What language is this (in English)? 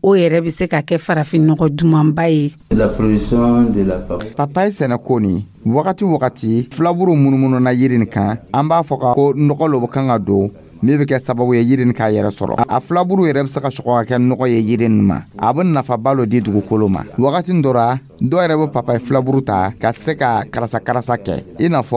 Dyula